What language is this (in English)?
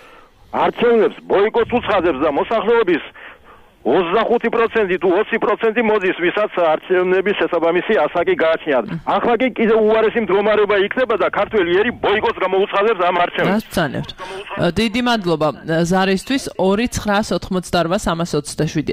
Georgian